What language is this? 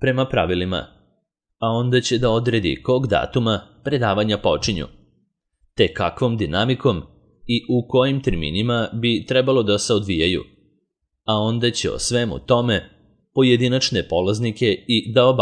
Serbian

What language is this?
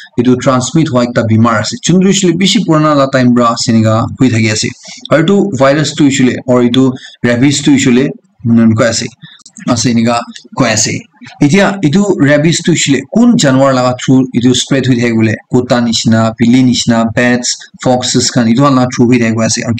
Naga Pidgin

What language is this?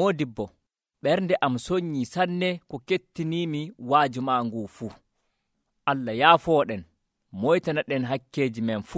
Nigerian Fulfulde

